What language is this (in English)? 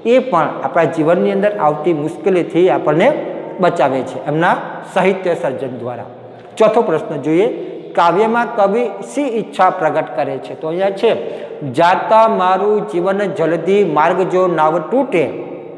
Gujarati